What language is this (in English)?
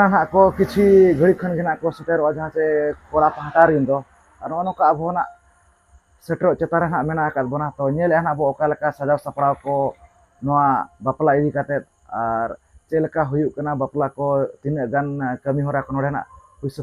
Santali